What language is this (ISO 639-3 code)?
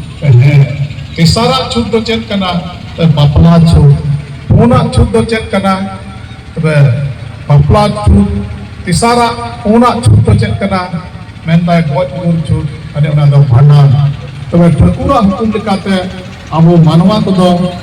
sat